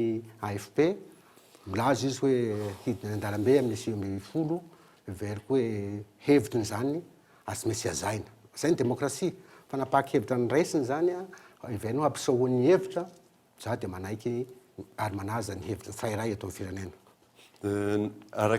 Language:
Malagasy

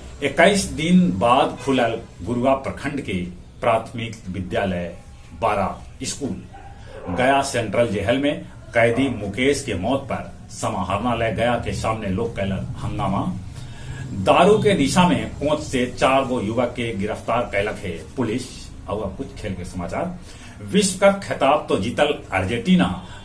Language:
Magahi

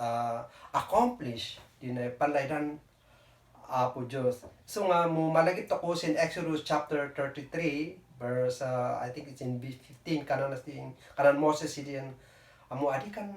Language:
Kankanaey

